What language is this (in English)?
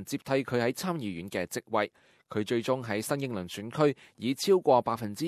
Cantonese